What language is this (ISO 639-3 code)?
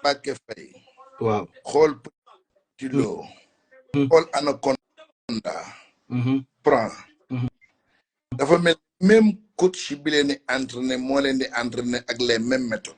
wol